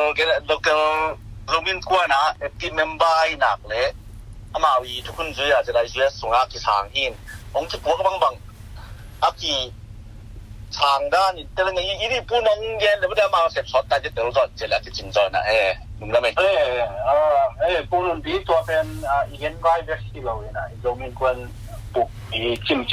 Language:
Tedim Chin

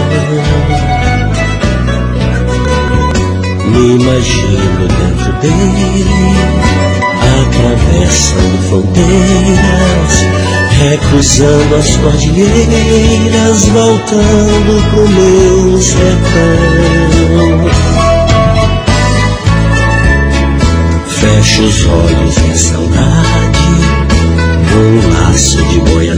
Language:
Portuguese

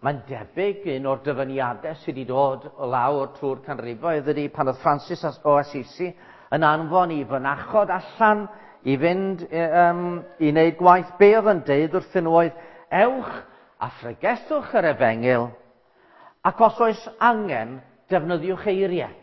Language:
Welsh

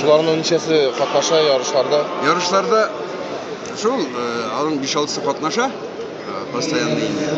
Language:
Tatar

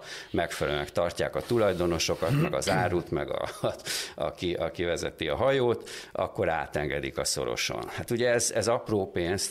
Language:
Hungarian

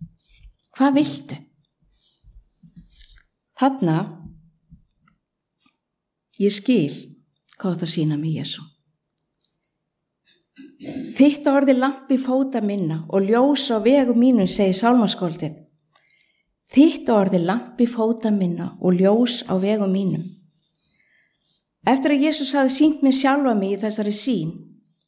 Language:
Icelandic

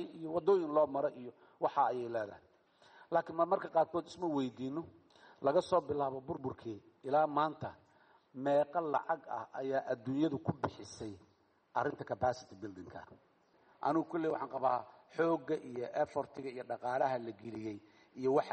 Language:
Somali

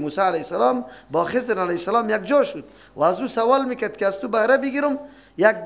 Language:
Persian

